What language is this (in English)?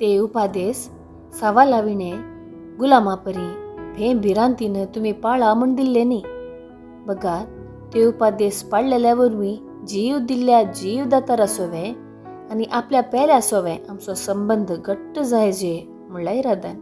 Konkani